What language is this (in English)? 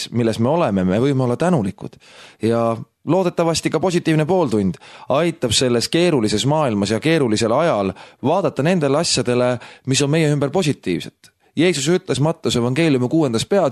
Estonian